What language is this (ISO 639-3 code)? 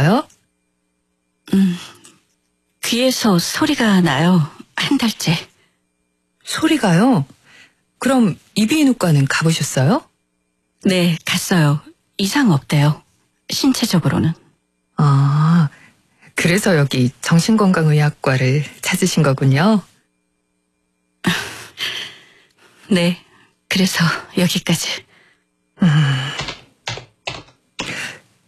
kor